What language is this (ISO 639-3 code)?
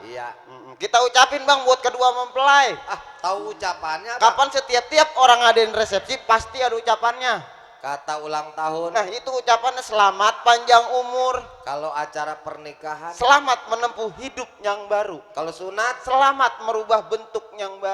bew